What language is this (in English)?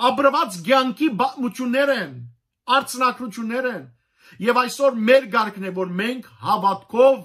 Western Armenian